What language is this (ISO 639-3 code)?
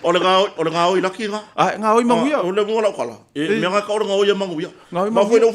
smo